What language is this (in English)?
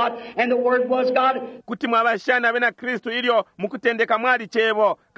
Bemba